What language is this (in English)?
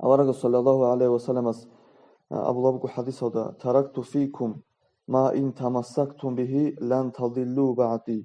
Avaric